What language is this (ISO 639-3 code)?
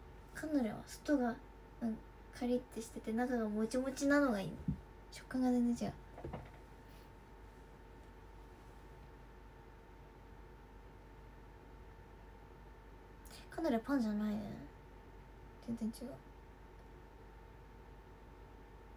jpn